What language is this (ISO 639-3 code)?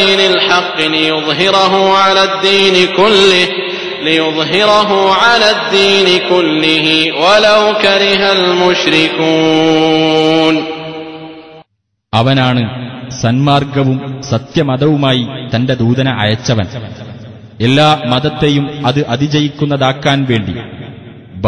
mal